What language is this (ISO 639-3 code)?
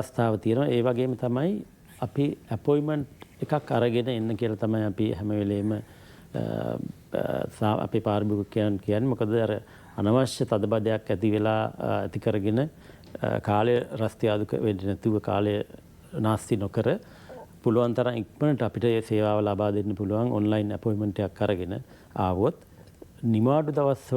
sin